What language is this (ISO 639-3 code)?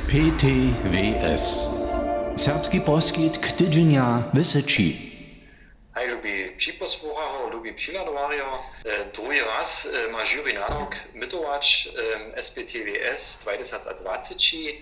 hsb